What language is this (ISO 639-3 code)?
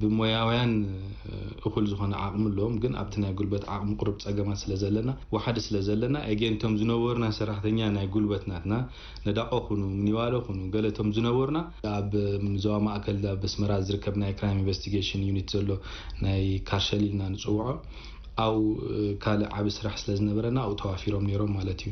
tir